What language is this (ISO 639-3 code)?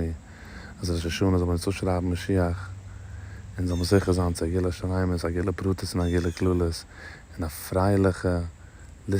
yid